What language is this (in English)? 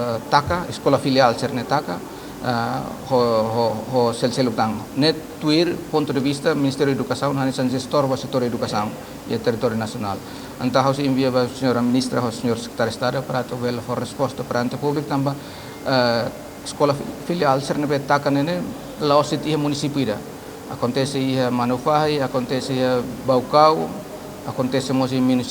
Tetum